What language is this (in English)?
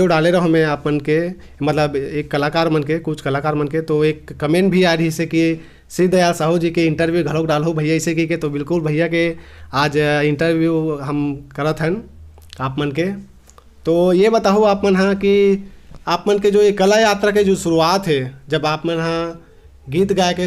Chhattisgarhi